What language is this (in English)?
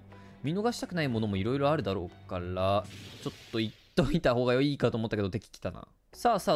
Japanese